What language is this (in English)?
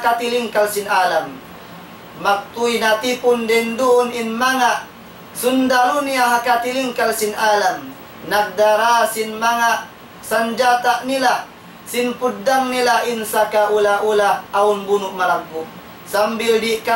Tausug